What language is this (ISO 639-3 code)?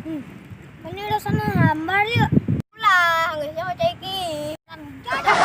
sun